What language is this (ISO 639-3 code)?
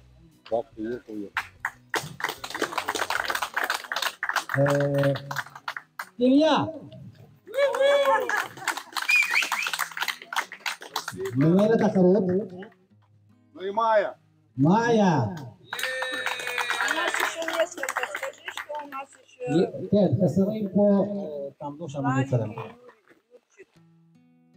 heb